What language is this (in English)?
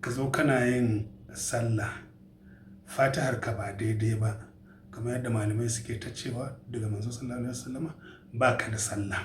Hausa